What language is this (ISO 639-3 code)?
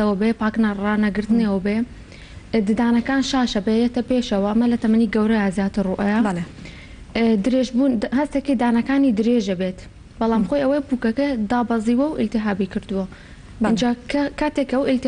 ckb